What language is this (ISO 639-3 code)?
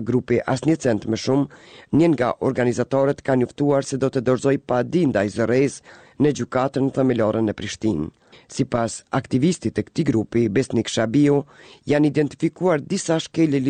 sqi